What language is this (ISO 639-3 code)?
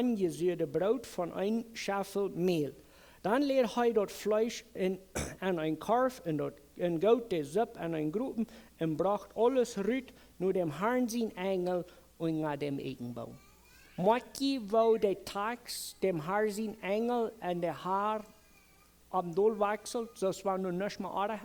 pdt